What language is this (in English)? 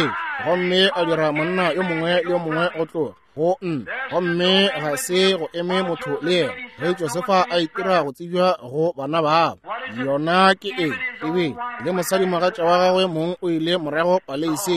Northern Sotho